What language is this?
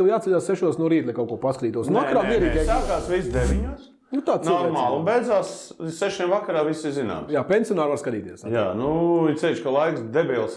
Latvian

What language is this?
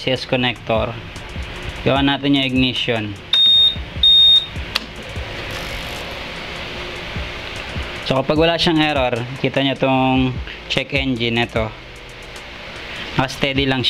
Filipino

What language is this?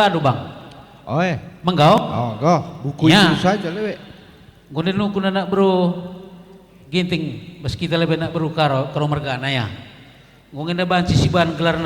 Batak Karo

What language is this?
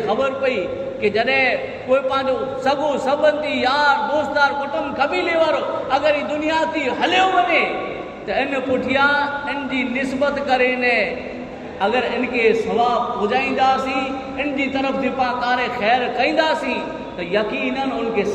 Kachhi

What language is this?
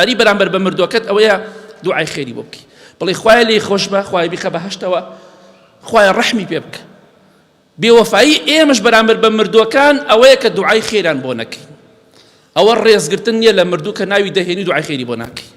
Central Kurdish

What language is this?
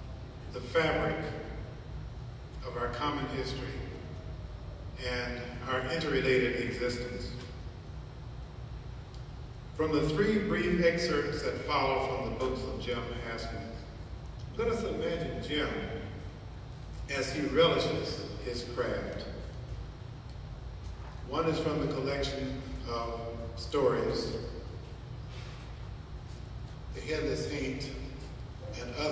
English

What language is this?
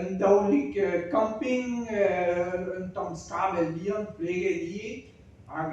Breton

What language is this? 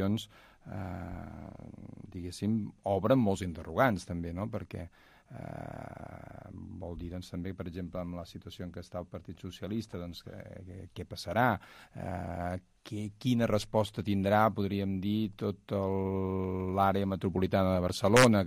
Catalan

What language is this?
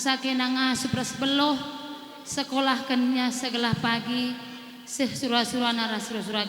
Batak Karo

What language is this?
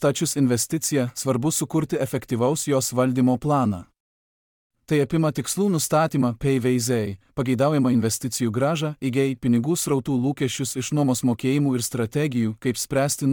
Lithuanian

